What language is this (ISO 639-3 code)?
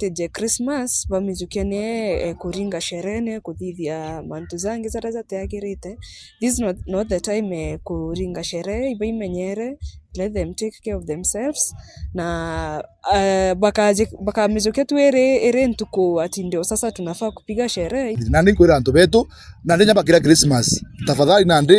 mer